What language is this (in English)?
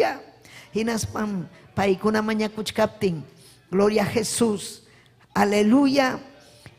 Ayacucho Quechua